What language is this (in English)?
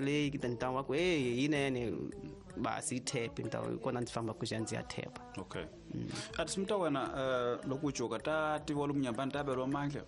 Tsonga